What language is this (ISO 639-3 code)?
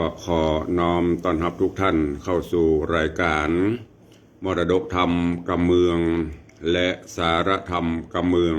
nod